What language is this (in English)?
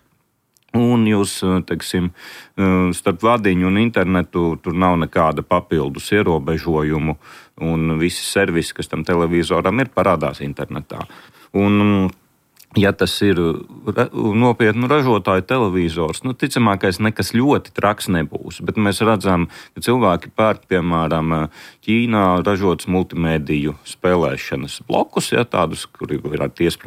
Latvian